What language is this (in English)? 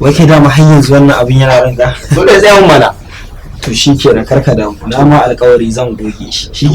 Hausa